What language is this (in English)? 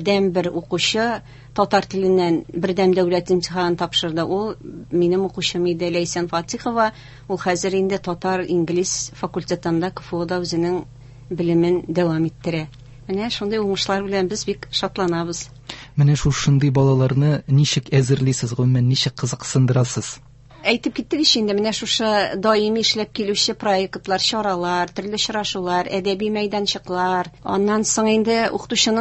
Tatar